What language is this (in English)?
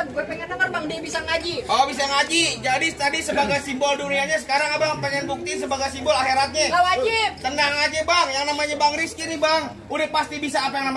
Betawi